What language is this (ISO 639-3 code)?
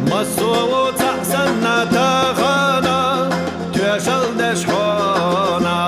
che